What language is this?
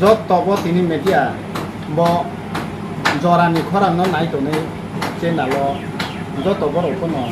Riang (India)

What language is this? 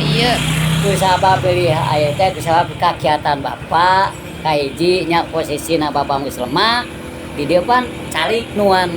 Sundanese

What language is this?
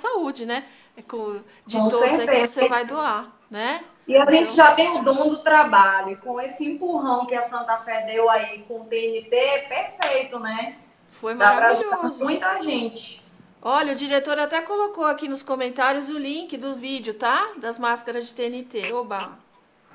Portuguese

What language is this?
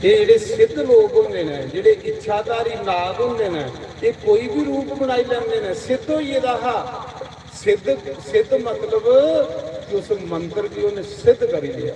Dogri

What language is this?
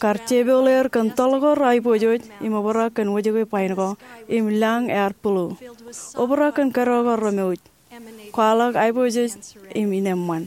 Marshallese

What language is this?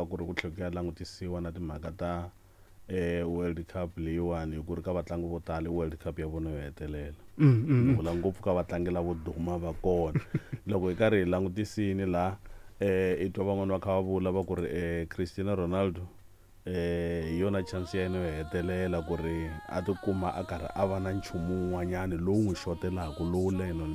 Tsonga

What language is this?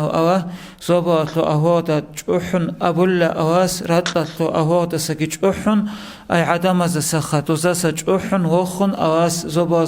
Avaric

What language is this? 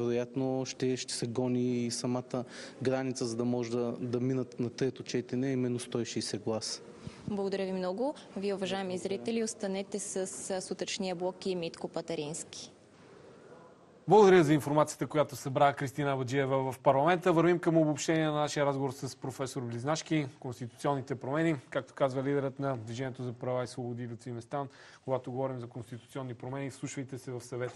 Bulgarian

